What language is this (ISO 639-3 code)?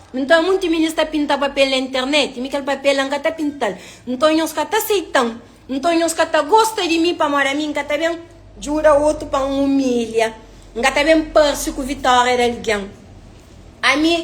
kea